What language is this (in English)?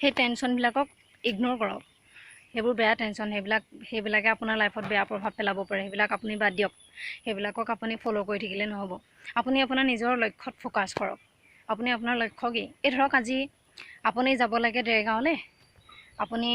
Assamese